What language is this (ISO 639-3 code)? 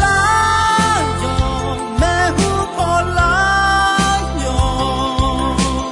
ahk